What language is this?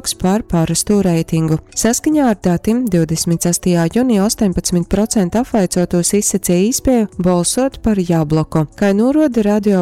Latgalian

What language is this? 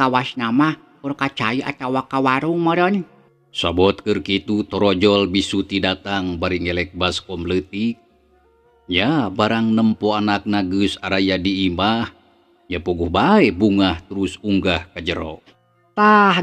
Sundanese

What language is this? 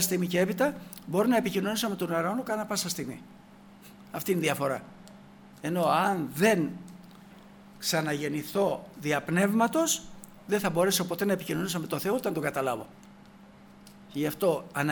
Greek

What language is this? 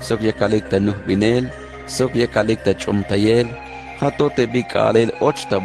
Tzeltal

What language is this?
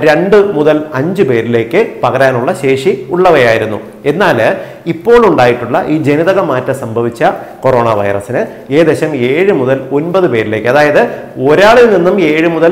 Malayalam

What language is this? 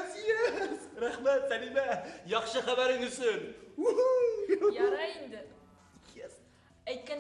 Bashkir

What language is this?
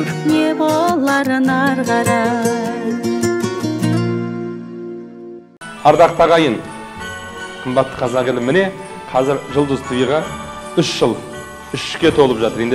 Kazakh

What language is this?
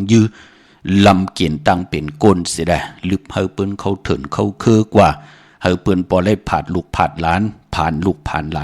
Shan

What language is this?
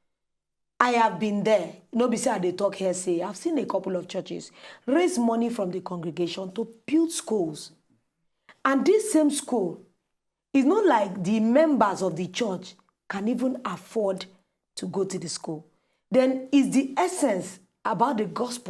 Nigerian Pidgin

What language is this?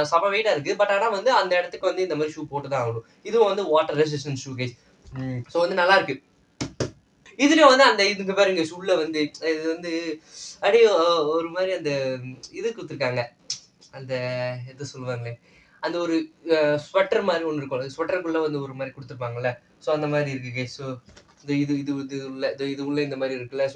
Tamil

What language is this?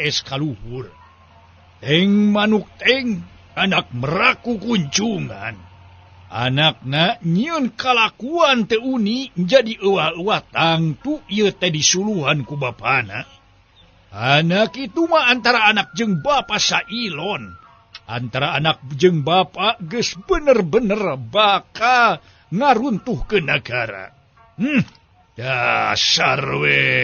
Sundanese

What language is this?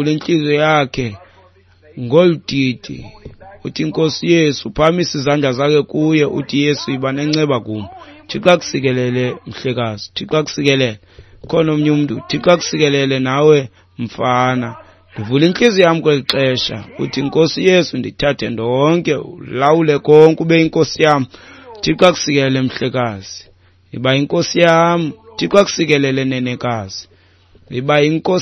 Xhosa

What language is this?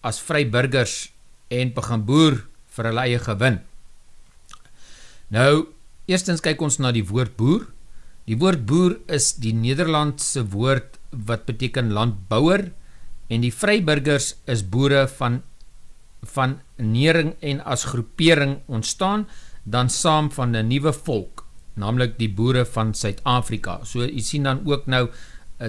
Afrikaans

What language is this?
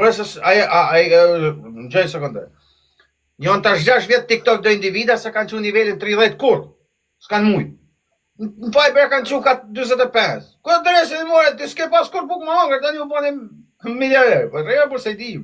Albanian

